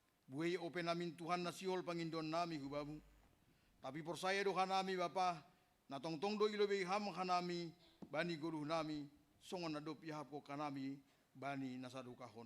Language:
Batak Simalungun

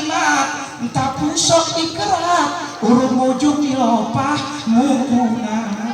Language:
Gayo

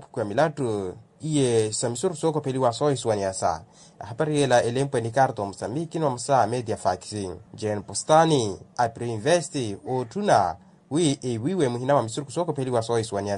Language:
Makhuwa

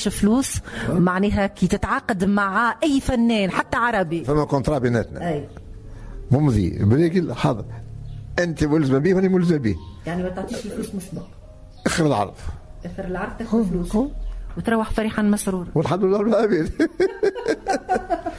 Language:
Tunisian Arabic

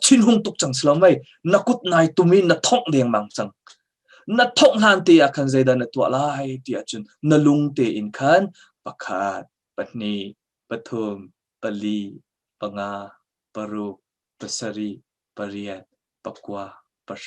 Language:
Hakha Chin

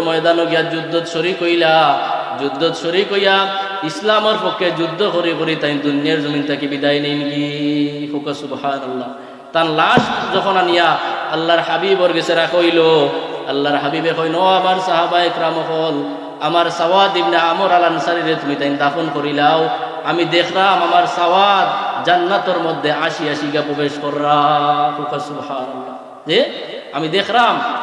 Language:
Sylheti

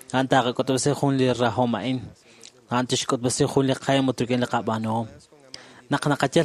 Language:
Kekchí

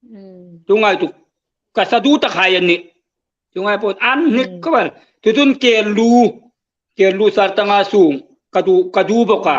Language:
Hmar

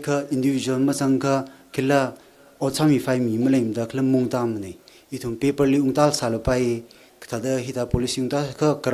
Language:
Tangkhul Naga (India)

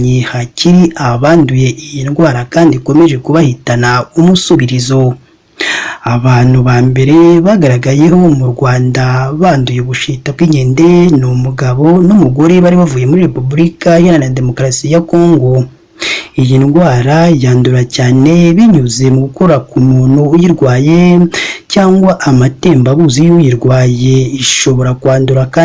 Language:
Kinyarwanda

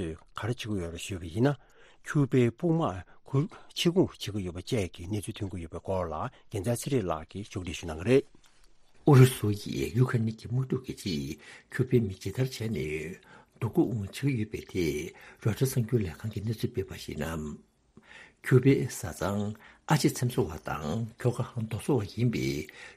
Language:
Tibetan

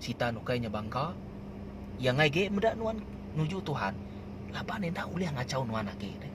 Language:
Iban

